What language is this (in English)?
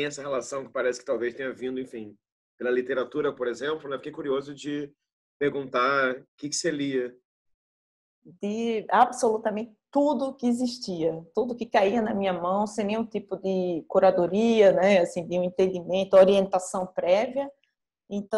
Portuguese